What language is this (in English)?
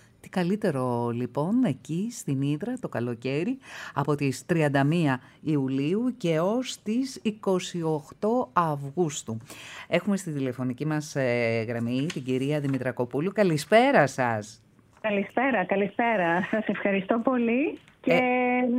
Greek